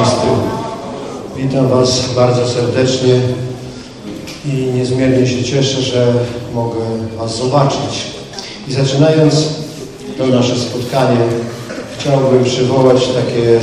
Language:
Polish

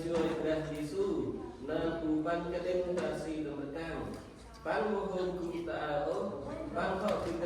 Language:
Central Mnong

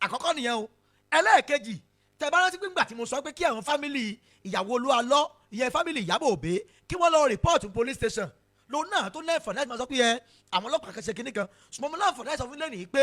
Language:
Yoruba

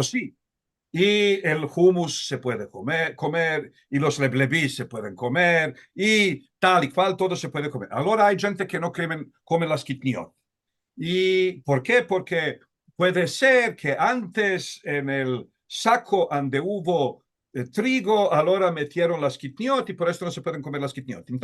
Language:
Ladino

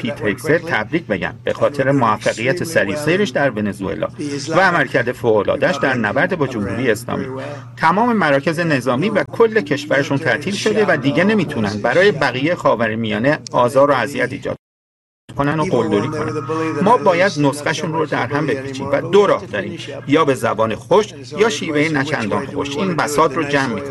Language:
Persian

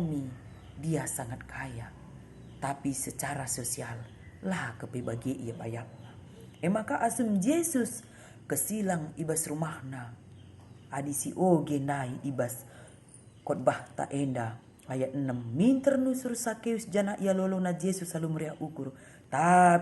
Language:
Batak Karo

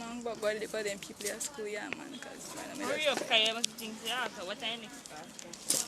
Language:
Jamaican Creole English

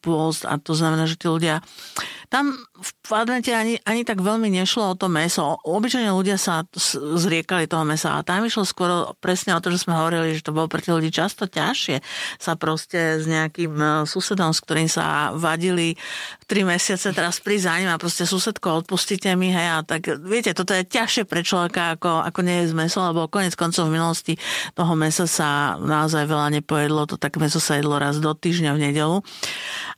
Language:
Slovak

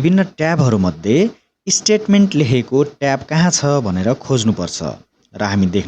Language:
Nepali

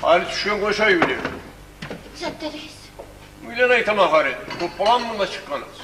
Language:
Kumyk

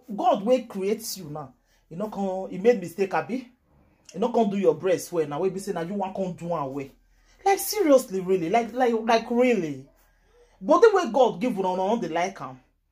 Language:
Nigerian Pidgin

